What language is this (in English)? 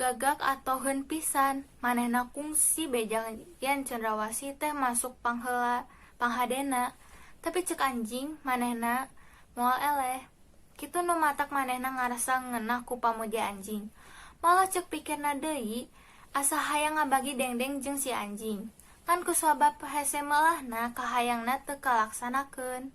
Sundanese